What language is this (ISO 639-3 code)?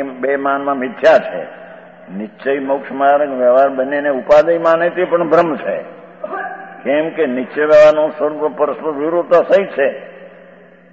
guj